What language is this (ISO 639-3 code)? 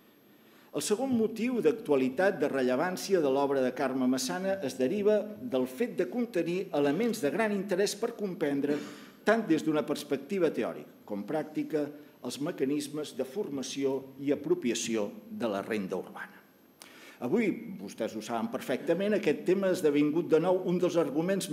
cat